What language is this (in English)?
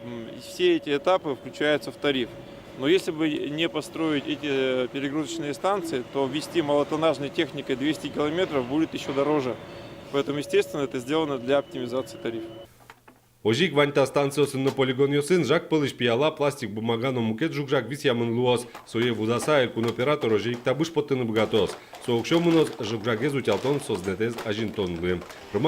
Udmurt